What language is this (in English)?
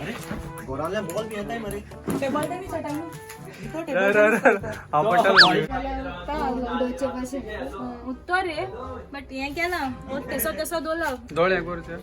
Konkani